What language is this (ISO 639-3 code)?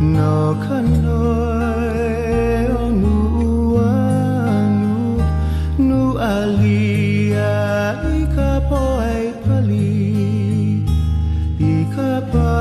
haw